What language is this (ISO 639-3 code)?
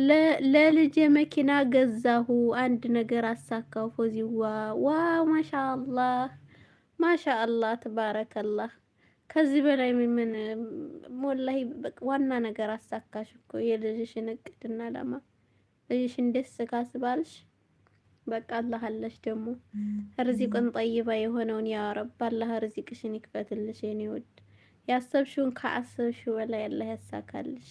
amh